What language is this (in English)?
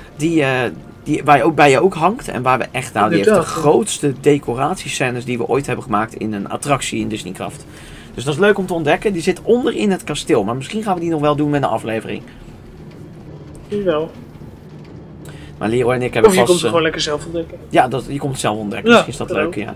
Dutch